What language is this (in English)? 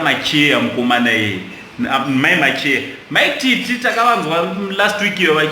Shona